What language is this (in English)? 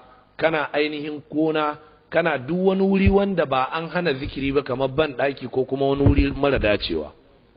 Hausa